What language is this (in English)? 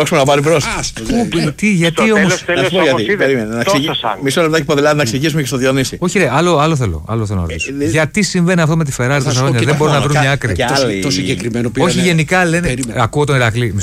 Greek